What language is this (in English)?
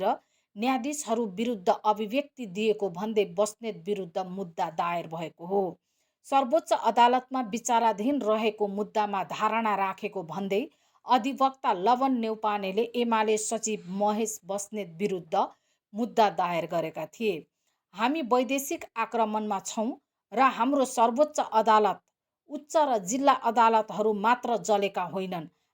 Nepali